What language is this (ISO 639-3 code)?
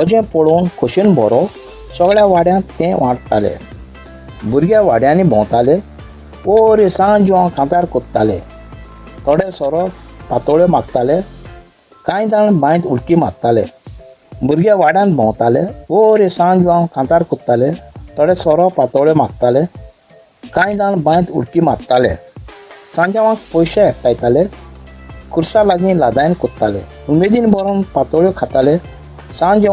kok